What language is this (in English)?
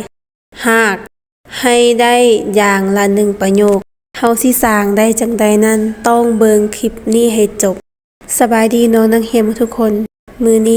Lao